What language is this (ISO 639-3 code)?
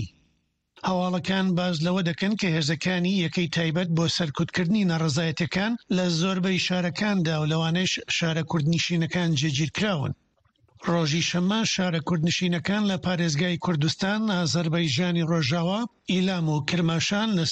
ckb